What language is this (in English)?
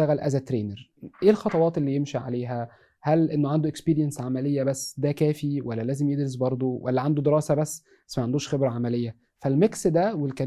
Egyptian Arabic